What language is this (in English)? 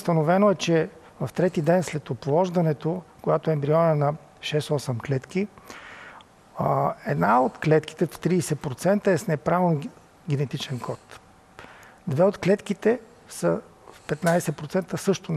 Bulgarian